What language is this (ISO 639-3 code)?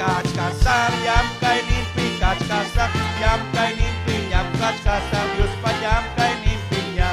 quy